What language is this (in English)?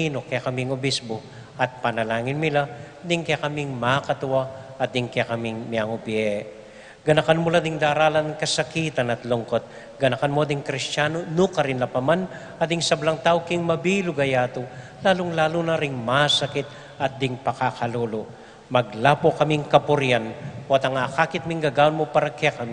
Pampanga